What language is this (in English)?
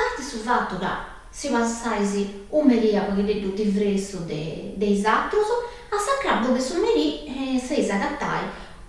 Sardinian